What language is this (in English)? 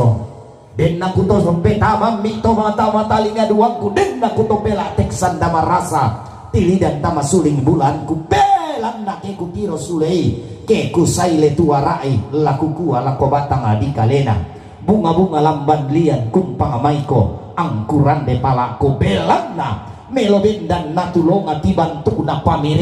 Toraja-Sa'dan